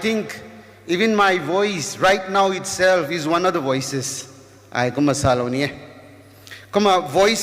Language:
Rongmei Naga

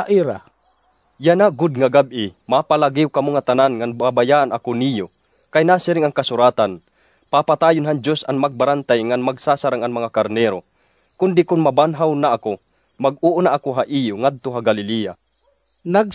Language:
Waray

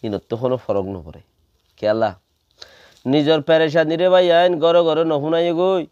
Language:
Rohingya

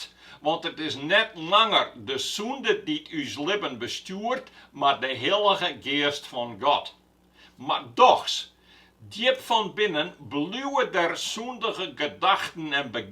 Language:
Western Frisian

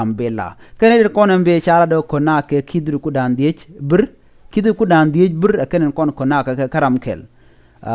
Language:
Nuer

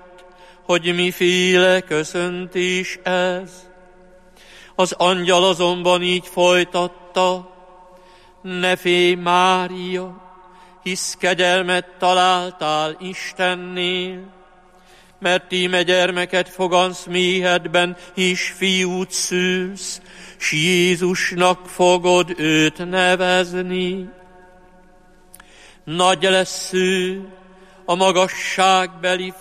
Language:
Hungarian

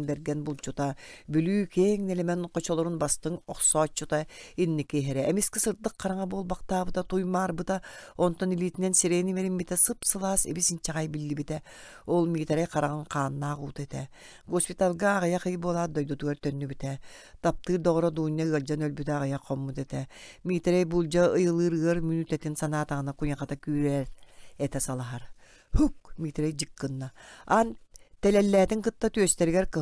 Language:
Yakut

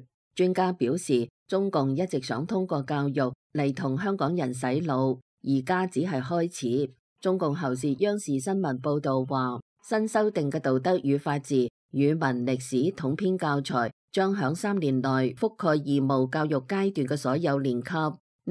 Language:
Cantonese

